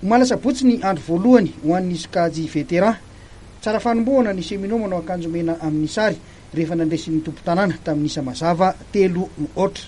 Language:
Malagasy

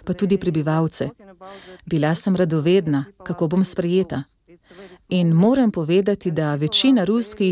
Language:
Slovenian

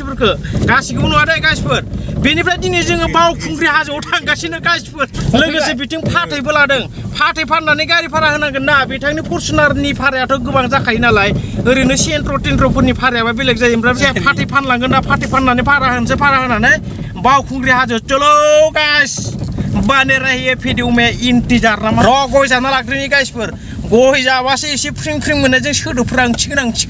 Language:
Bodo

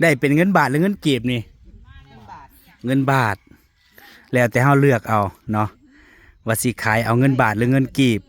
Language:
Northeastern Thai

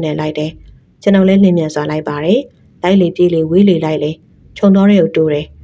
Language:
Burmese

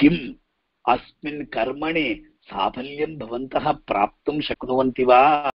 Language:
Sanskrit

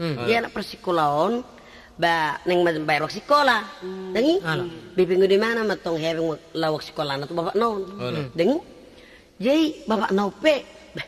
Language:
Batak Toba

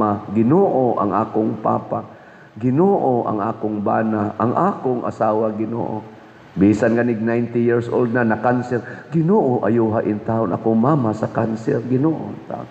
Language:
Cebuano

